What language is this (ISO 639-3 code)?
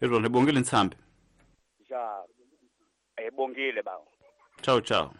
tso